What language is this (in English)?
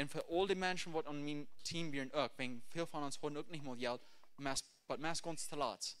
Plautdietsch